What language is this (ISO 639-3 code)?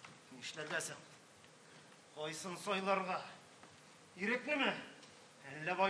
tat